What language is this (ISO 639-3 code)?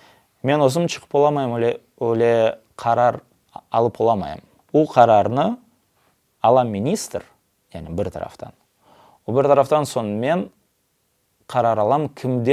crh